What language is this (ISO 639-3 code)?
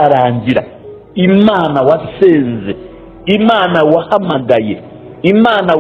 kin